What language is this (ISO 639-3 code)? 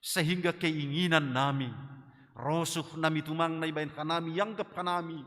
bts